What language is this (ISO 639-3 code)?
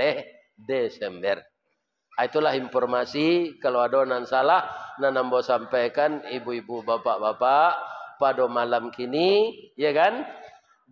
min